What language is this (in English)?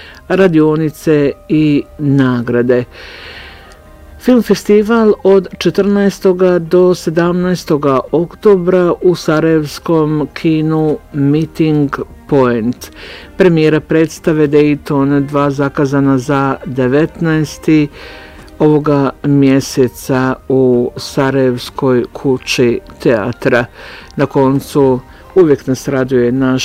Bosnian